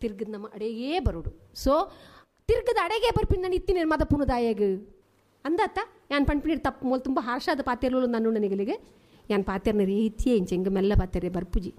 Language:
Tulu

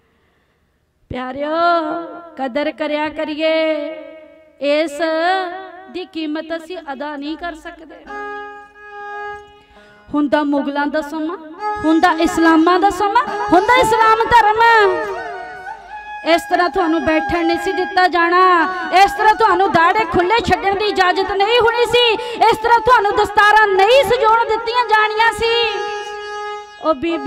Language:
Punjabi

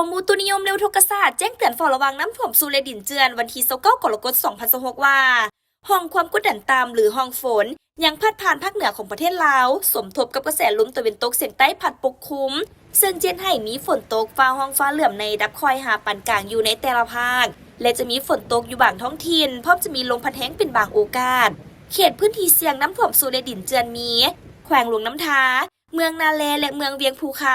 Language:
Lao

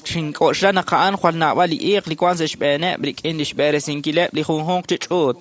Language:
Kekchí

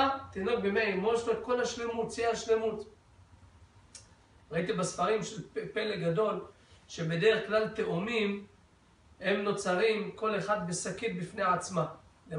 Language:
Hebrew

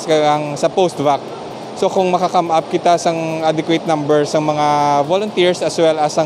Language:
Hiligaynon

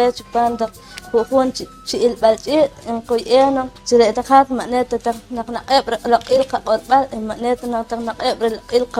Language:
Poqomchi'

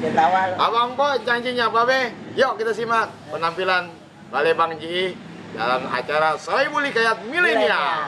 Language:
Betawi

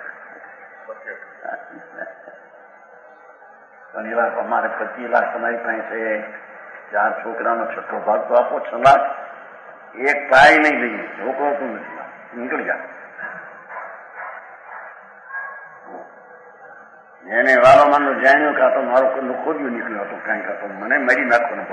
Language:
Gujarati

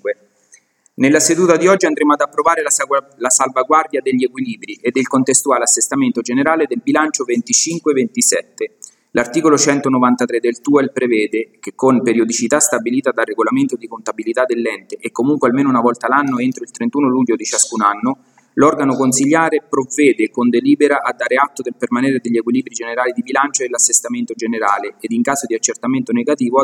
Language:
Italian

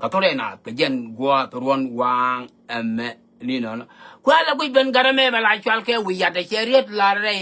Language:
Nuer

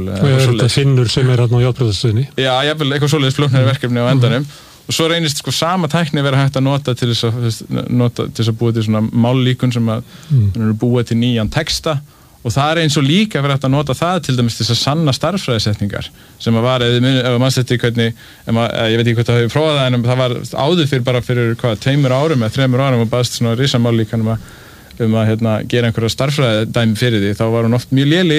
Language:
Icelandic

